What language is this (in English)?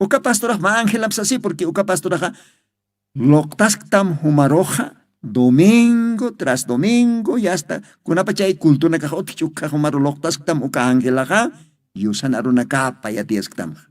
Aymara